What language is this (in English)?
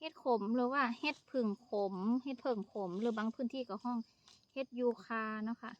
Lao